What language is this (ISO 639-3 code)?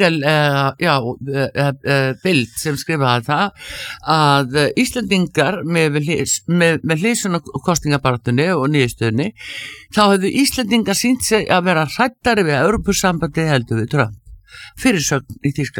isl